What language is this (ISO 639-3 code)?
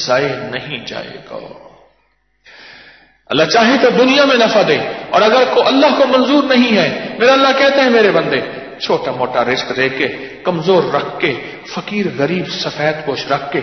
urd